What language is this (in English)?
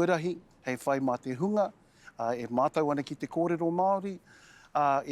Māori